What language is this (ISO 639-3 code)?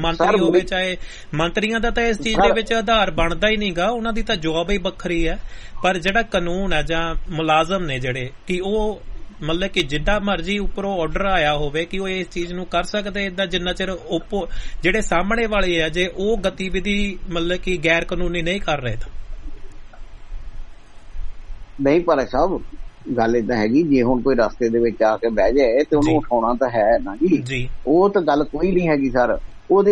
pan